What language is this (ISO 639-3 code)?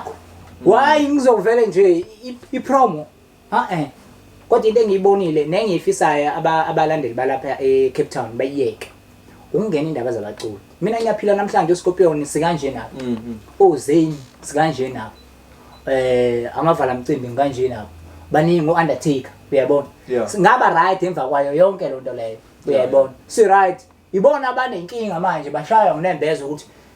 zul